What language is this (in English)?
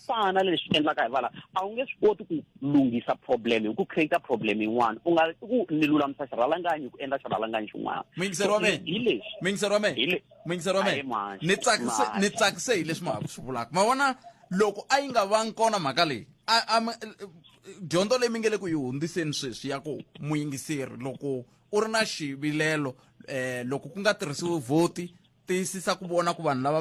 Tsonga